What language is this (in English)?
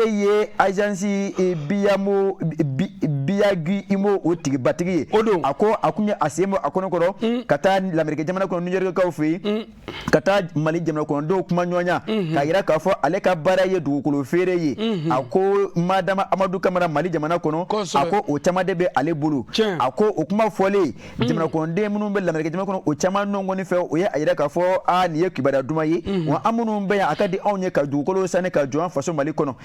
Bambara